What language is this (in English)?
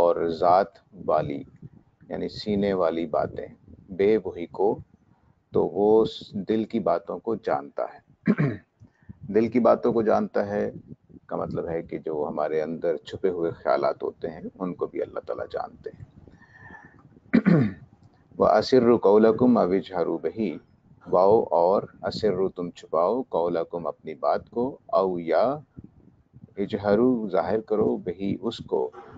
Urdu